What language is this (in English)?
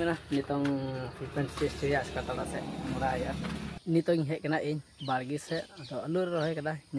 Santali